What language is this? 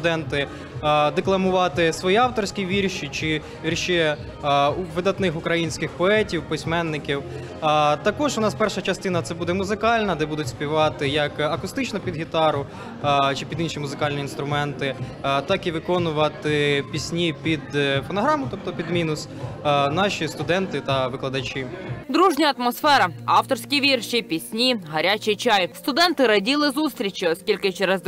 Ukrainian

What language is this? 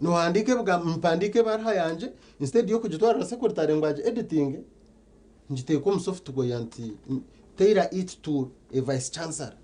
Nyankole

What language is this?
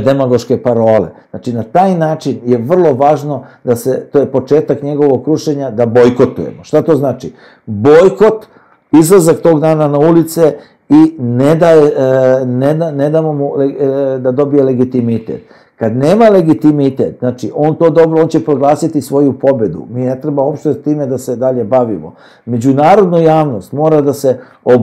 Serbian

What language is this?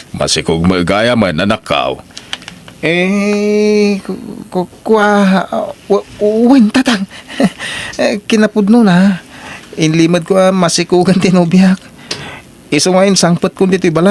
Iloko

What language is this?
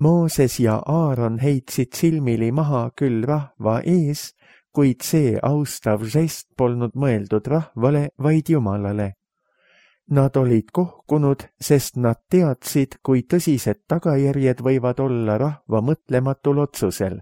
Estonian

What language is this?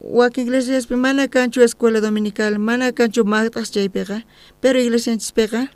South Bolivian Quechua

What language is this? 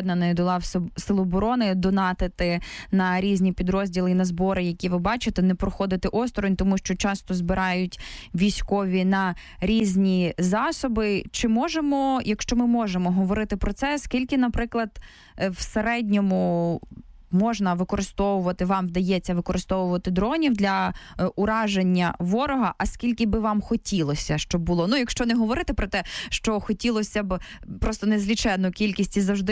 Ukrainian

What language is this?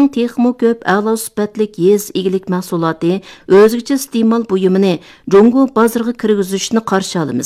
Uyghur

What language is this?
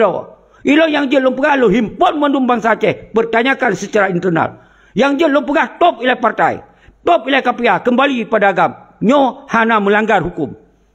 Achinese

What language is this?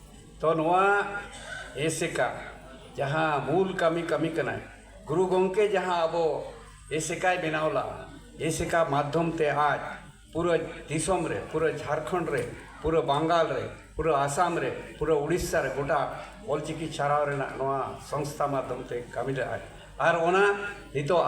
Santali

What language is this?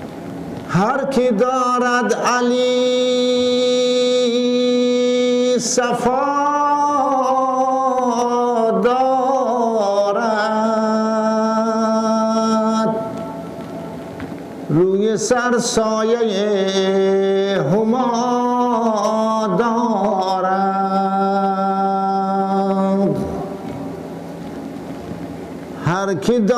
Persian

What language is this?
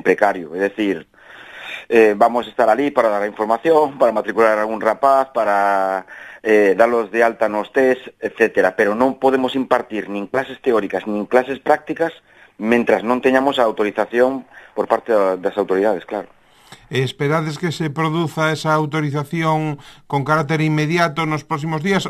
Galician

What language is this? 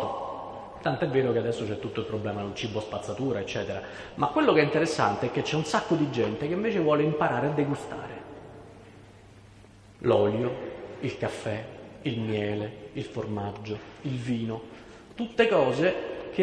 Italian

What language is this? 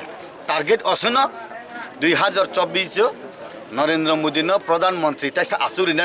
Kok Borok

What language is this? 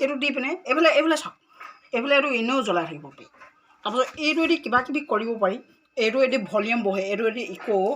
Assamese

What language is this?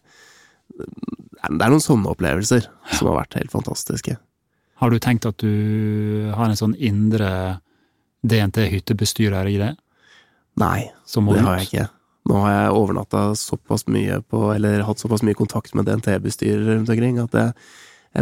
Norwegian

